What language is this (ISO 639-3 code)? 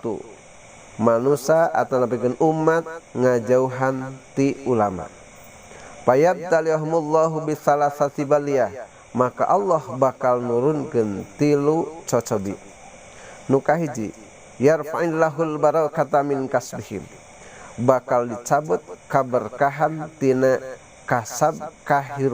sun